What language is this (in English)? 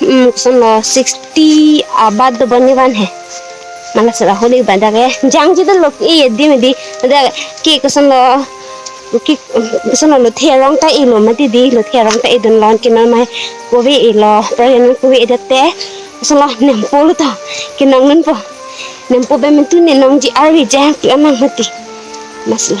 Karbi